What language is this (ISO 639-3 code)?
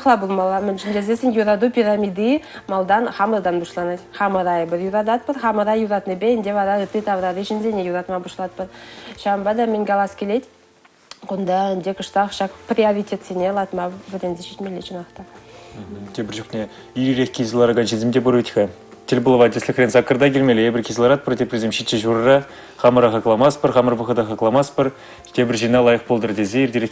chv